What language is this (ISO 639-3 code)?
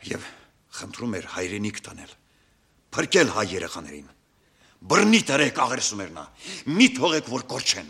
hye